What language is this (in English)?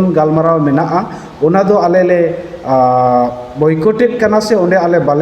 Santali